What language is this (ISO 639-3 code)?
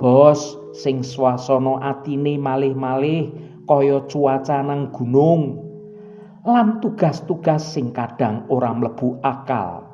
jav